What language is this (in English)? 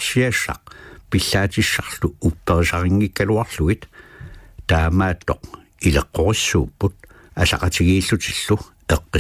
Kalaallisut